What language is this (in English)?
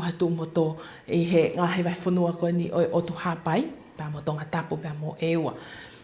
Tongan